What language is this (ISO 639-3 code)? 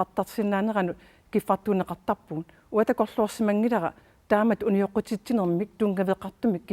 kal